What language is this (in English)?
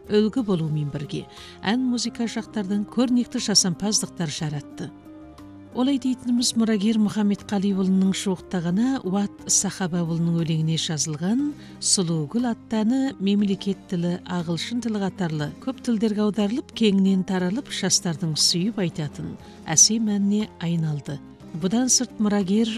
Kazakh